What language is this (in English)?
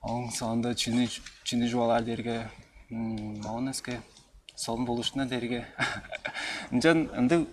Tuvinian